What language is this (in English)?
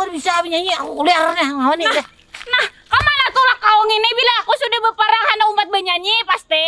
Banjar